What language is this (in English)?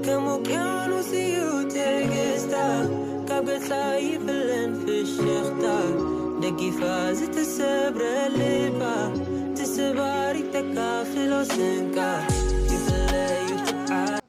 Tigrinya